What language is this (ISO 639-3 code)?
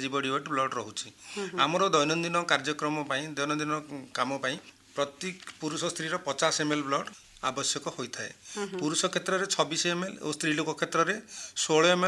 ori